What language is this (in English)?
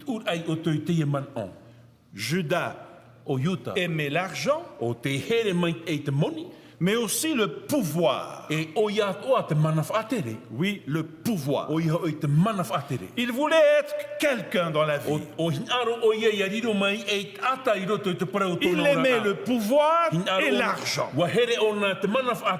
Tahitian